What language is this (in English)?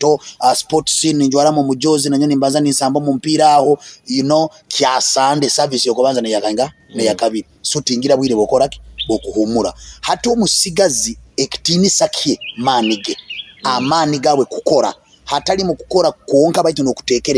Nyoro